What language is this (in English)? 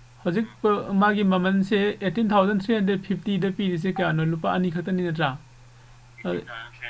Manipuri